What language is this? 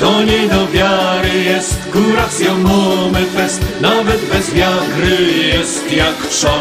Silesian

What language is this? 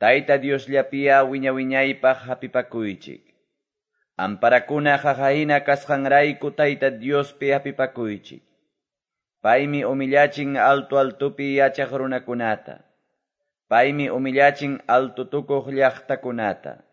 Quechua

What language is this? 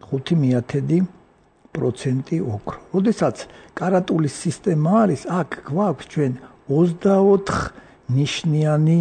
Georgian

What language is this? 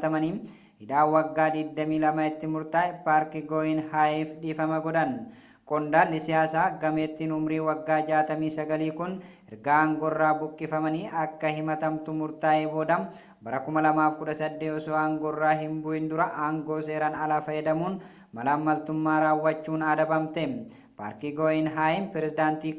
Oromo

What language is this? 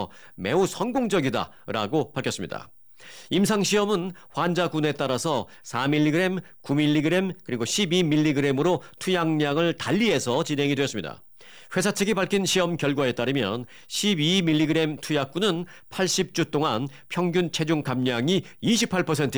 Korean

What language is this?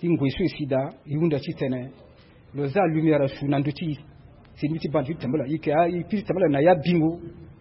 Sango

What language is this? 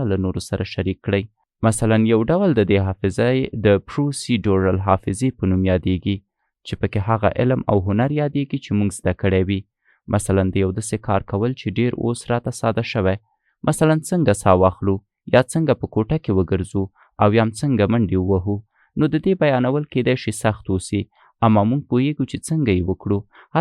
Pashto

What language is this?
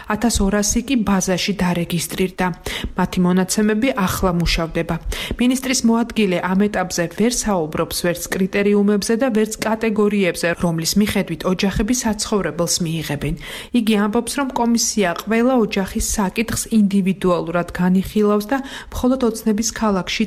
Georgian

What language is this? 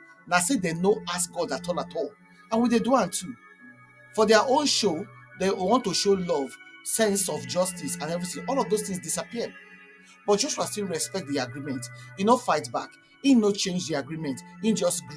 Nigerian Pidgin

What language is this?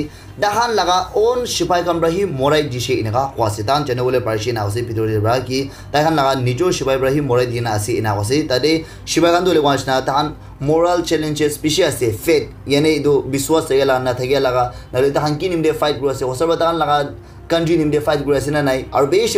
Naga Pidgin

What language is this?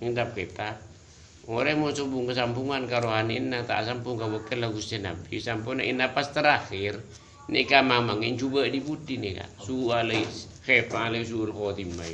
Madurese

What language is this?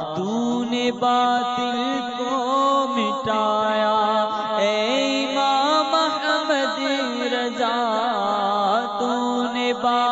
Urdu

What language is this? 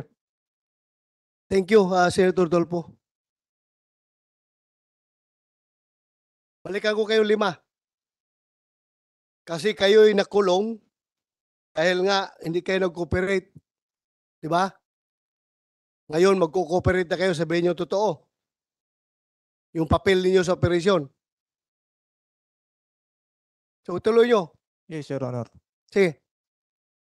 Filipino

